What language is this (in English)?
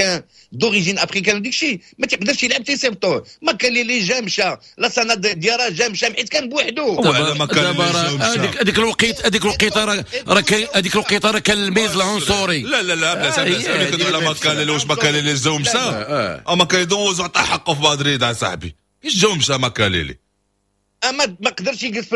Moroccan Arabic